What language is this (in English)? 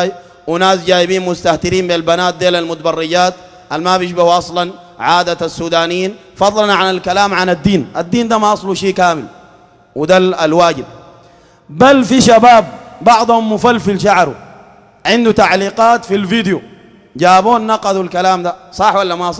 Sudanese Arabic